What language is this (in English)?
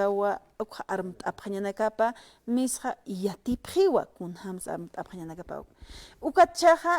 Aymara